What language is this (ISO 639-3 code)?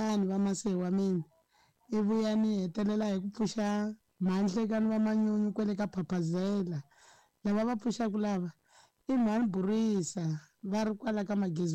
tso